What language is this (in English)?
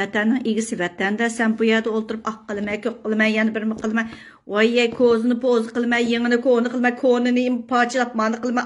Uyghur